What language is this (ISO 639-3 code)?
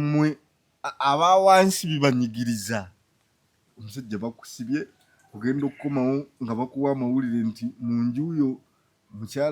lug